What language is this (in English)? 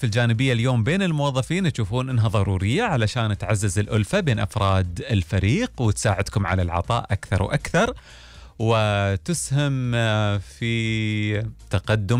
Gulf Arabic